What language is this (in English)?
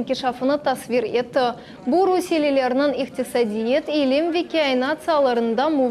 Crimean Tatar